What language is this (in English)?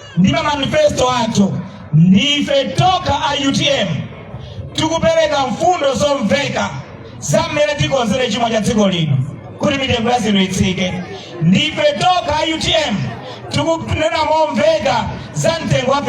Nyanja